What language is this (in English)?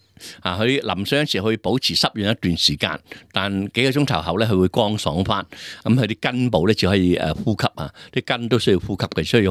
Cantonese